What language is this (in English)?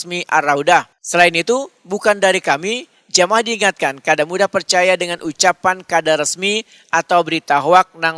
Banjar